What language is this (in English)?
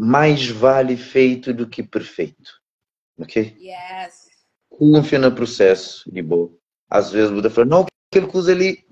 Kabuverdianu